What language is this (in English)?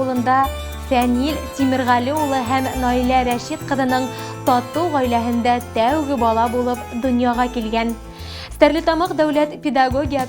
Bashkir